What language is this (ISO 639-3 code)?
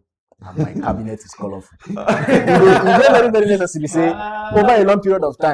pcm